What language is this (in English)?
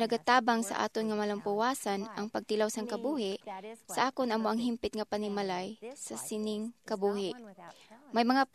Hiligaynon